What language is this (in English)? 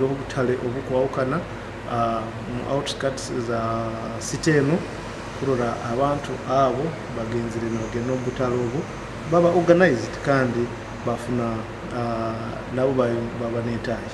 Nyoro